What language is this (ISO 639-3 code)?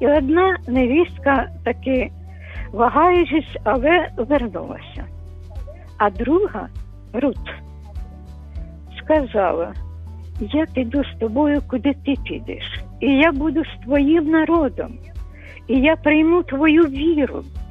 ukr